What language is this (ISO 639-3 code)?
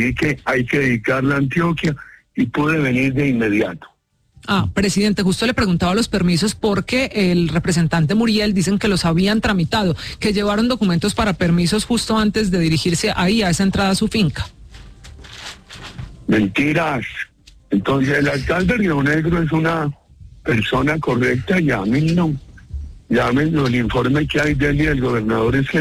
spa